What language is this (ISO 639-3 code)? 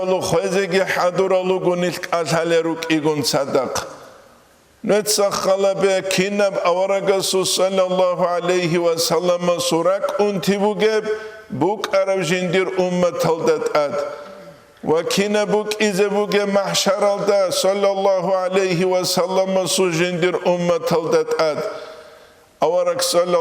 ava